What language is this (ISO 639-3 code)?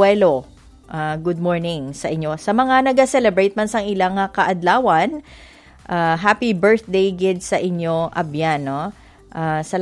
hil